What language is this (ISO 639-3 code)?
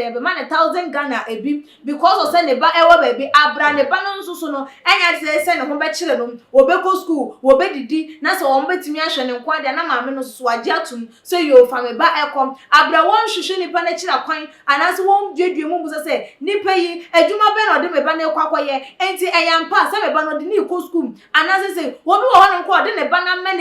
aka